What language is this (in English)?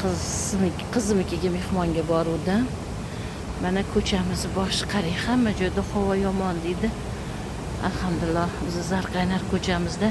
Uzbek